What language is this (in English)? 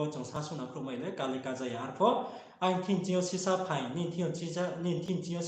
Riang (India)